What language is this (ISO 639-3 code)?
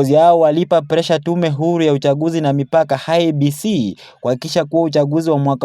swa